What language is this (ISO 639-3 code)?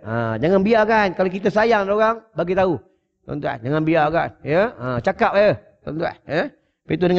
msa